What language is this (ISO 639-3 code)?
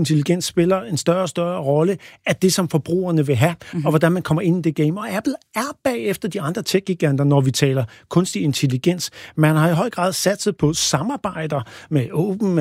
dan